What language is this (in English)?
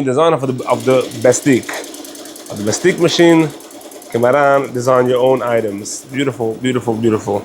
Yiddish